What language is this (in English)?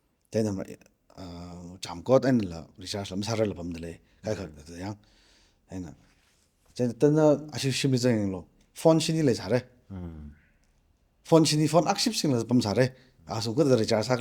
Tangkhul Naga (India)